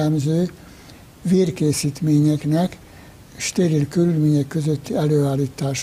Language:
Hungarian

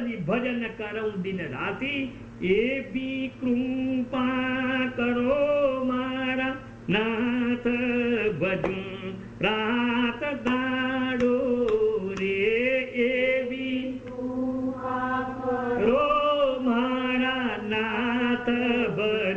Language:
Gujarati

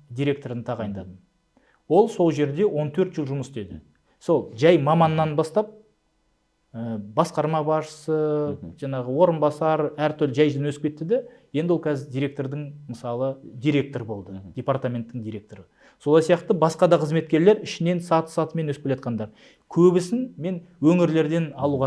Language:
Kazakh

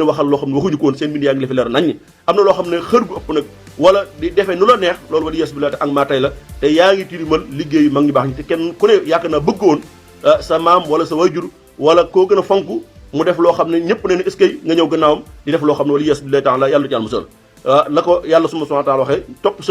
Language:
Wolof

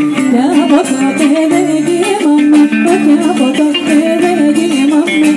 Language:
Greek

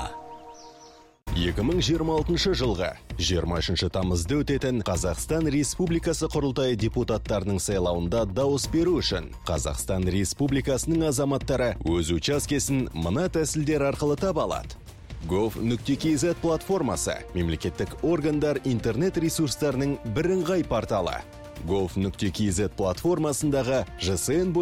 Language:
Kazakh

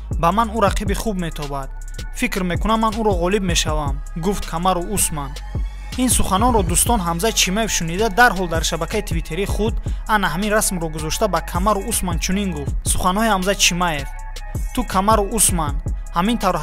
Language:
Tajik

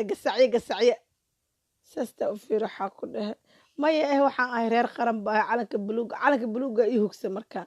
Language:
Somali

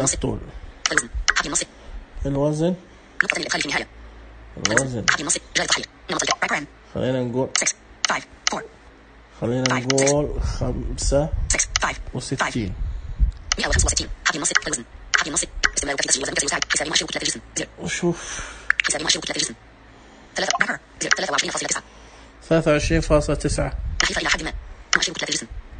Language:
Najdi Arabic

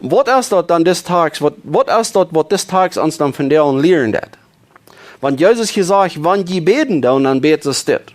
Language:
Plautdietsch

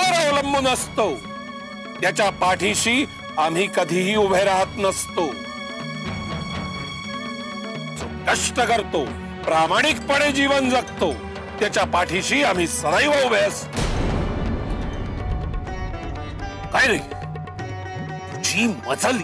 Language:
Marathi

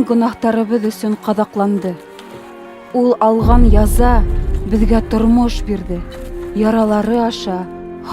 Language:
Bashkir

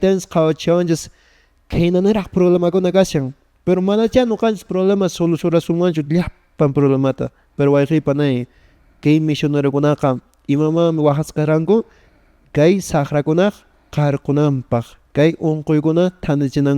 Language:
Quechua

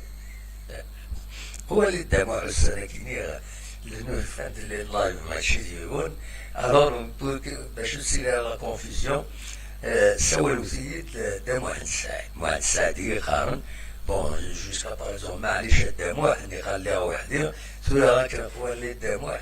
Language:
Kabyle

